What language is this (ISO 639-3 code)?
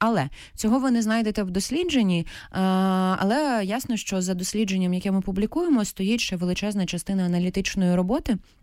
ukr